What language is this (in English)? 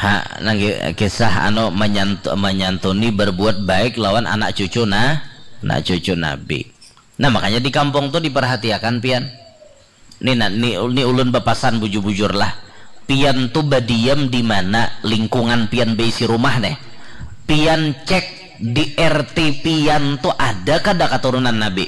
Banjar